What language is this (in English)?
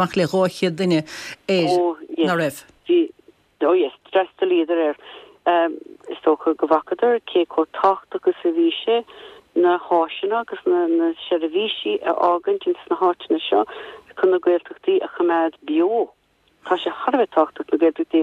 Irish